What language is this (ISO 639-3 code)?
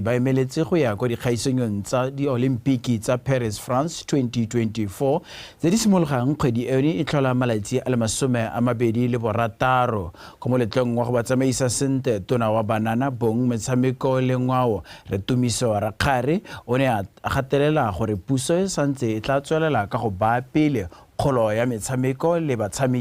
tsn